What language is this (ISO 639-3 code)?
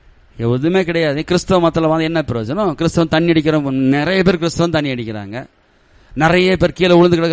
tam